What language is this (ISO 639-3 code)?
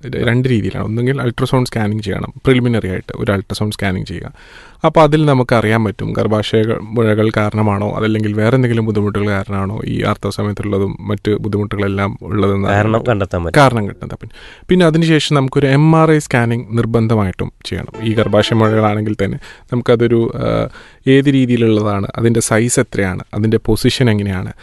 mal